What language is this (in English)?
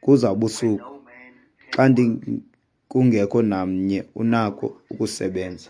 Xhosa